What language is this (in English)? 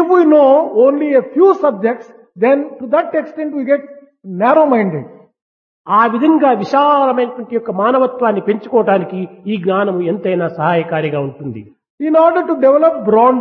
Telugu